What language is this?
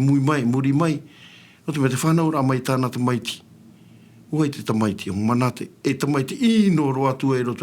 Tahitian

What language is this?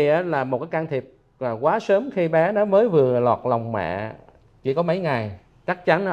Vietnamese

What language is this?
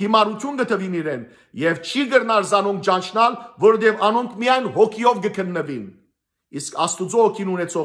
Western Armenian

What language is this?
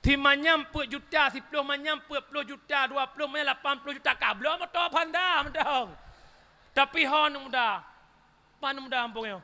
Achinese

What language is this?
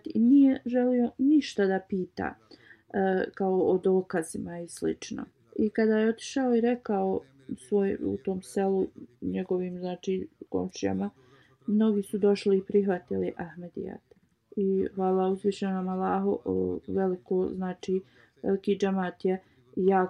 Bosnian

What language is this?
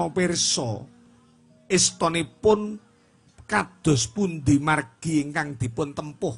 Javanese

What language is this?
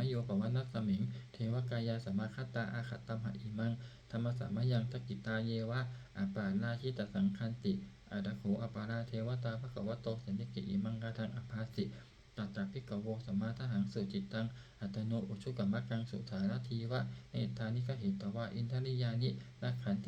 Pali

